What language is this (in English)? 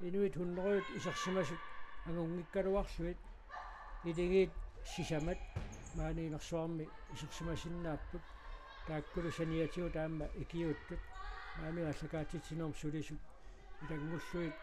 Kalaallisut